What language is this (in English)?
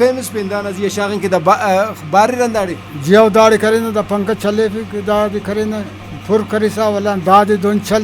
Brahui